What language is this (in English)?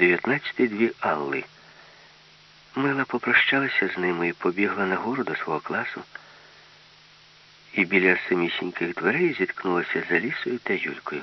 Ukrainian